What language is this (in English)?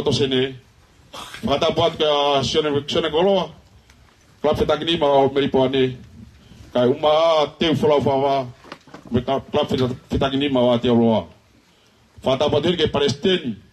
Tongan